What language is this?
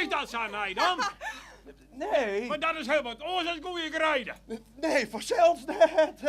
Western Frisian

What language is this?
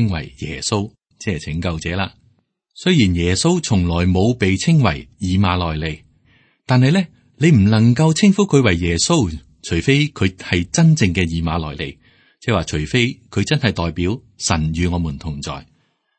Cantonese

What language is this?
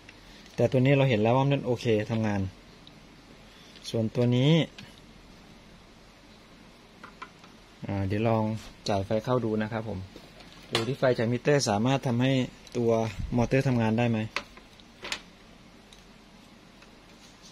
Thai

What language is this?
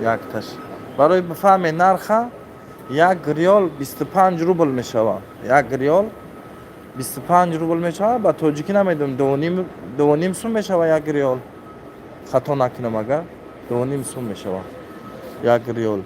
Tajik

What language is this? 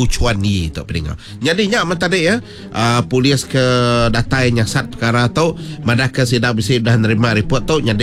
Iban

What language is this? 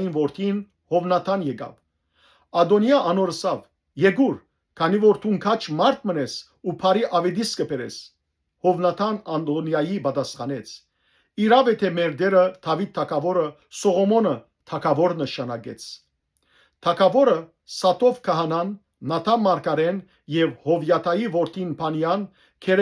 Western Armenian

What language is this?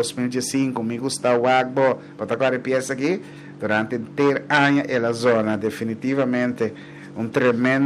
Papiamento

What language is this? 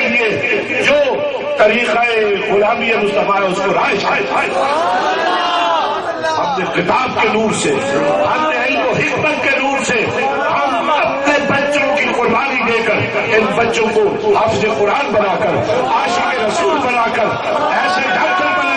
Urdu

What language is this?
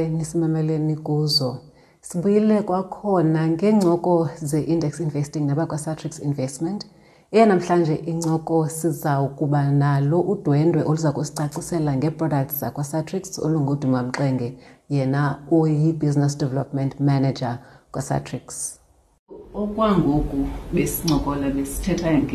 Xhosa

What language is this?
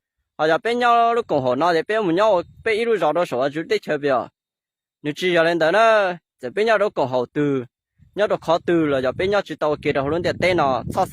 Hmong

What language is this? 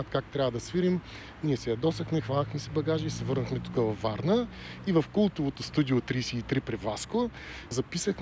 Bulgarian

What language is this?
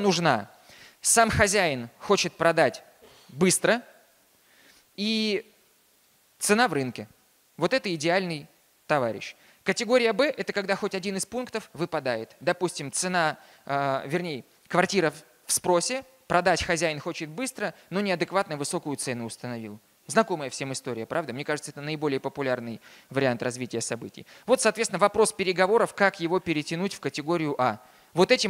Russian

